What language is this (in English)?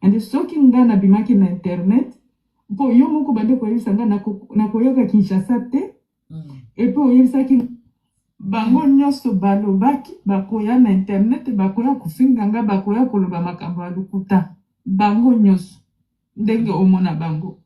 Lingala